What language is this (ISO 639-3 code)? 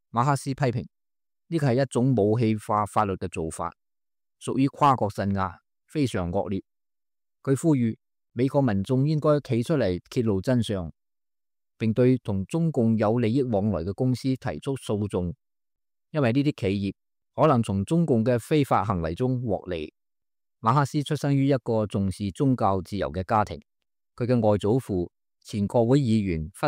yue